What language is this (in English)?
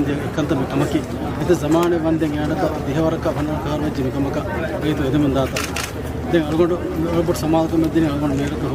Divehi